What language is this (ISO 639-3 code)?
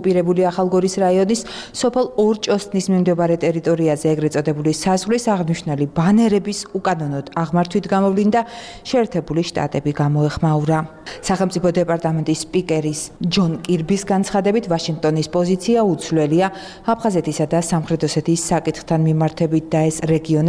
kat